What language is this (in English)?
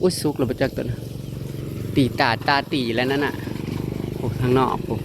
Northeastern Thai